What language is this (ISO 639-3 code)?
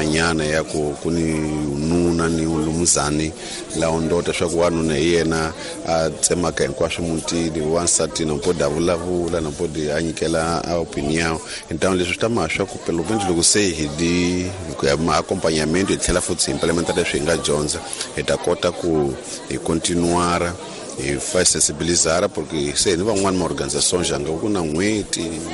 tso